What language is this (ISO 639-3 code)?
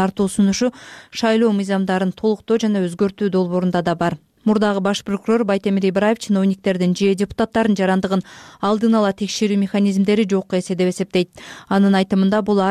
kir